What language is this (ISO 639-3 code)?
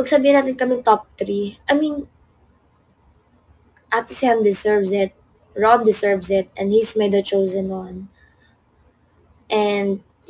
fil